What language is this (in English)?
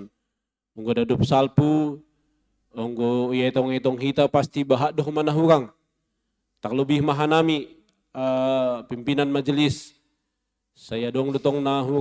Batak Simalungun